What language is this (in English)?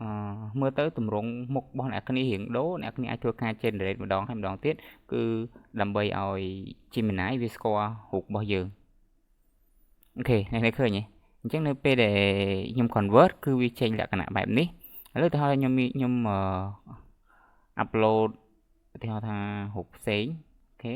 Khmer